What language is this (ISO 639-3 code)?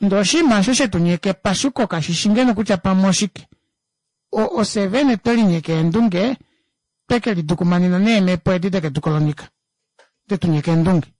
kua